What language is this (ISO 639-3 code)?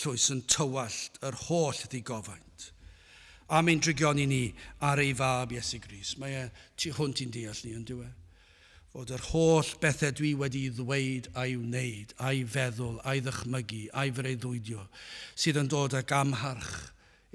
cym